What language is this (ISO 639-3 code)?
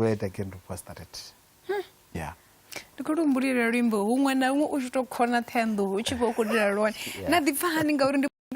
ven